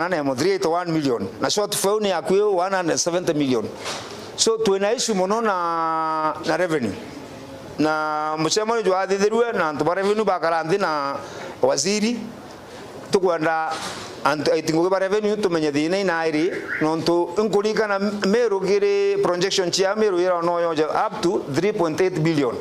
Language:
Meru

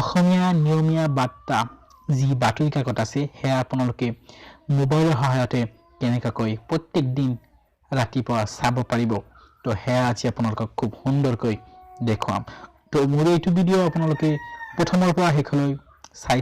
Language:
Assamese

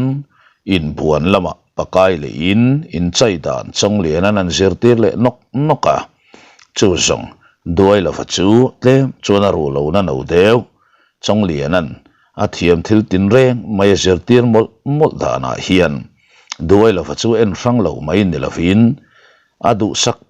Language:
Mizo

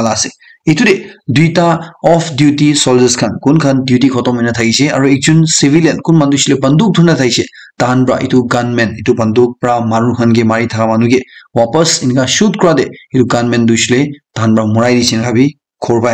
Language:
Naga Pidgin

